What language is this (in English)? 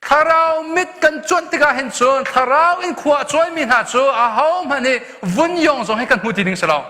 Hakha Chin